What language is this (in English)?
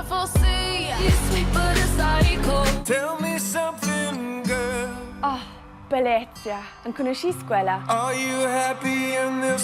Romansh